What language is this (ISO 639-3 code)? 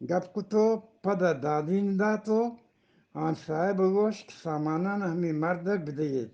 bgp